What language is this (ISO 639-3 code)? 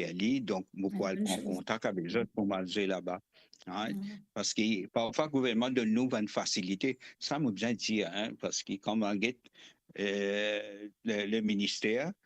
mfe